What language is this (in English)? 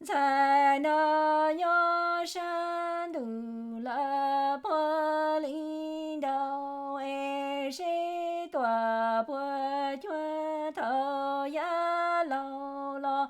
Hmong